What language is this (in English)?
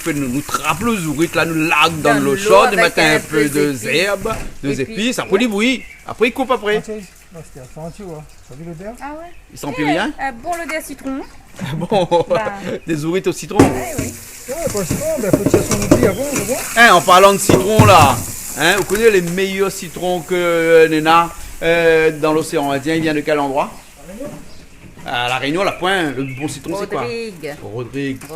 Réunion Creole French